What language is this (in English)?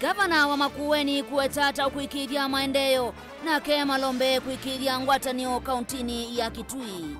Kamba